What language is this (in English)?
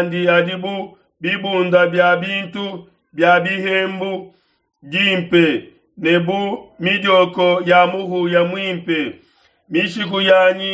Luba-Lulua